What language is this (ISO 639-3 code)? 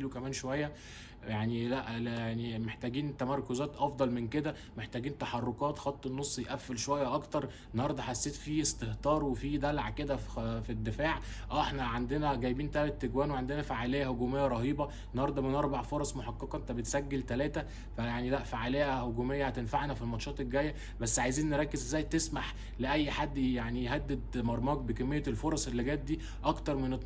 arz